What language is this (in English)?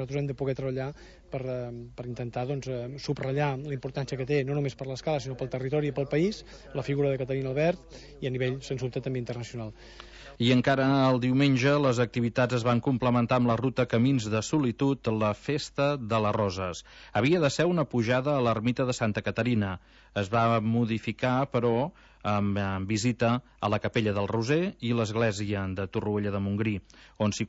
Catalan